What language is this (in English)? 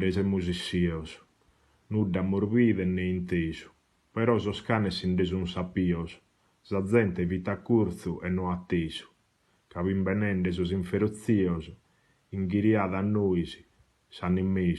Sardinian